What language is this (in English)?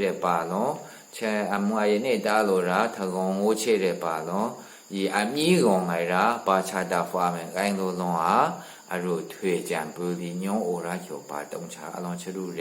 Maru